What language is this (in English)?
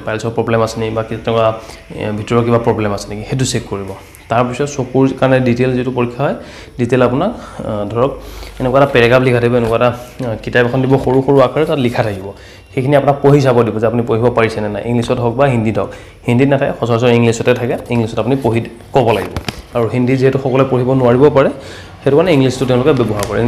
Assamese